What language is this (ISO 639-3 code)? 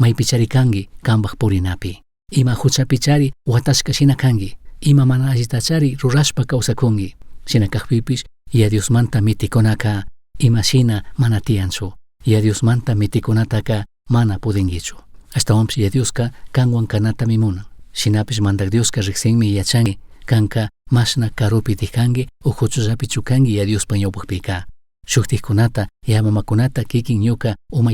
qug